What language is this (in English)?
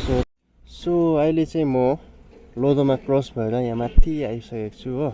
Nepali